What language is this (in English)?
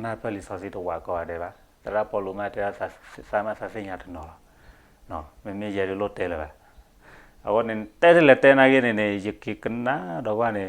S'gaw Karen